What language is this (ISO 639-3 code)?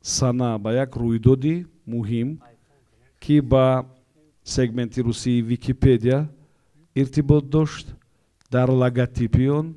tgk